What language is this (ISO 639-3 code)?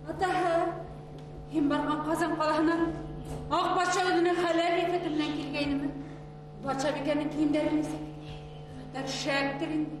bak